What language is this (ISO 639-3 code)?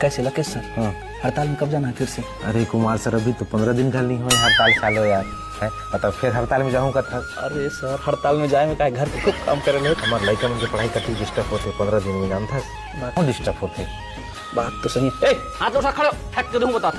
hne